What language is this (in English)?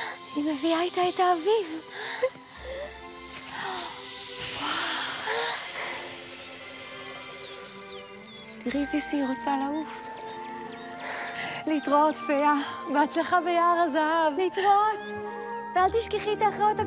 Hebrew